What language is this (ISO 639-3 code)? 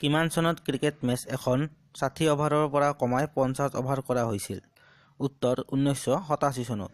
asm